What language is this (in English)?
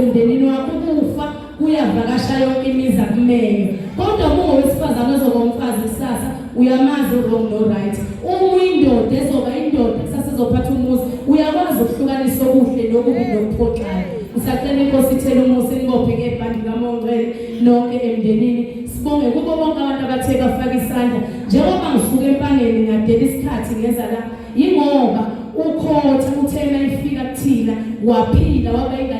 Zulu